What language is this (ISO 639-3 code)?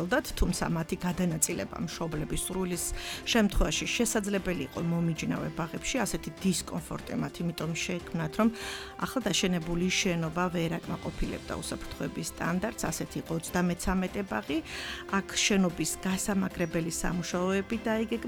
kat